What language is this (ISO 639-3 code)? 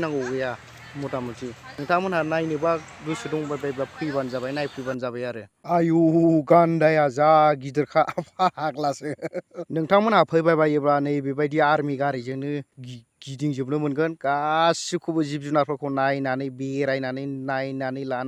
brx